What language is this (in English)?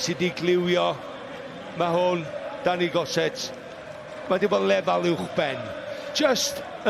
Welsh